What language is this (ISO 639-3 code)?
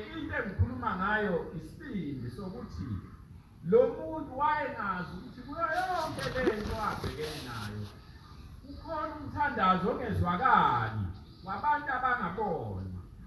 zul